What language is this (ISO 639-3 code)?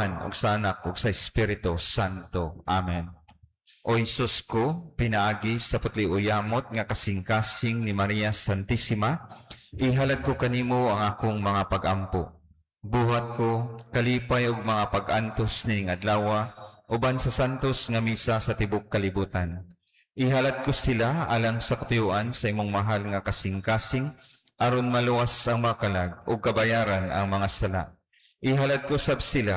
ceb